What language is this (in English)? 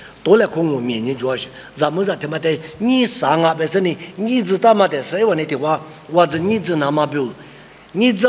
Lisu